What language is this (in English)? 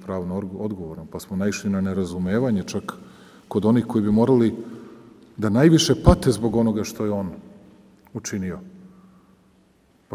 Serbian